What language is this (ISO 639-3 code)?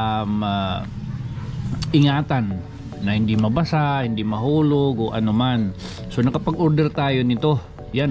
fil